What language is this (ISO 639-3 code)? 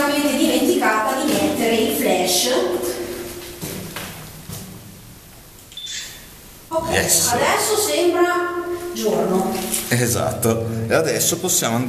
ita